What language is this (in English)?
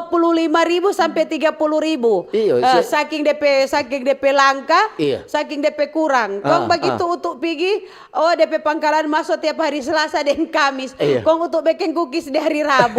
Manado Malay